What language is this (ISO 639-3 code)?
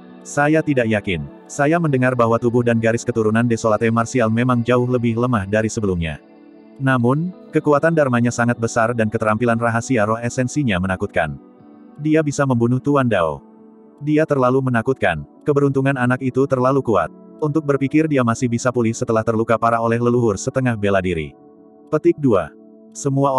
ind